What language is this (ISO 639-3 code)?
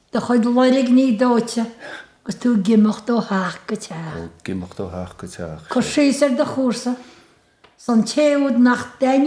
gle